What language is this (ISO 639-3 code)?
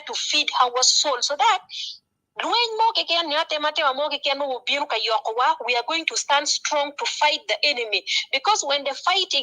ach